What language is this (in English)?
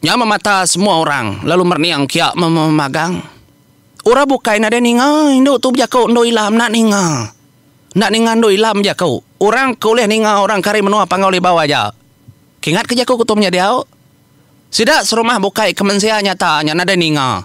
Iban